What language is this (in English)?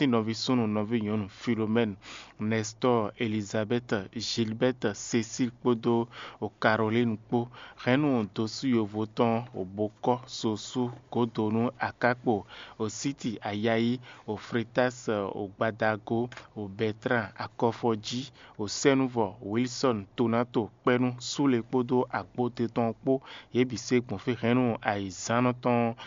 Fon